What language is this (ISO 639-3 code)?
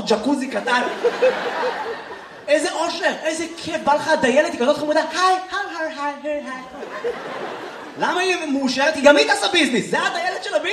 heb